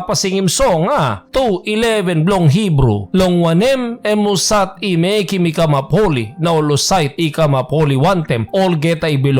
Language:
Tok Pisin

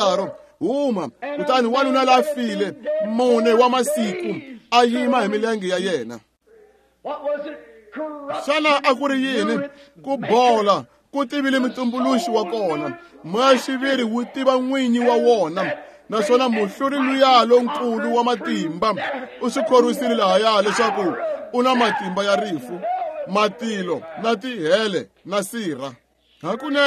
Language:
Tsonga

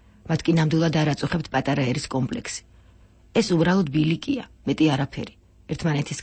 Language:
Georgian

